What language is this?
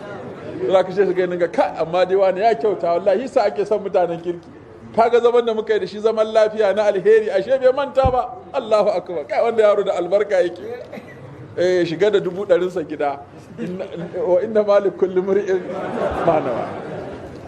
Hausa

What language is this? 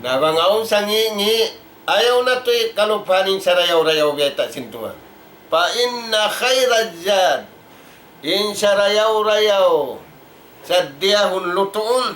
Tausug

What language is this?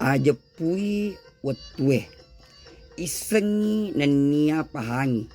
Buginese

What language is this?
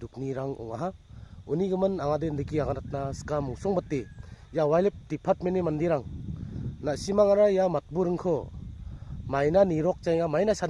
Garo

